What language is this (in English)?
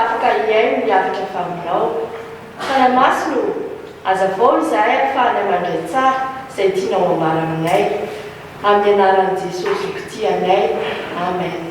Malagasy